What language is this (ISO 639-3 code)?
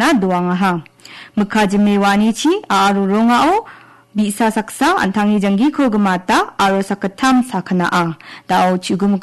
grt